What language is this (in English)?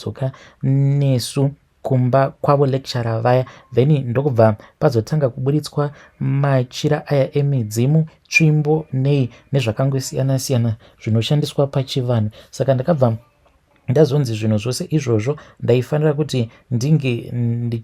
Shona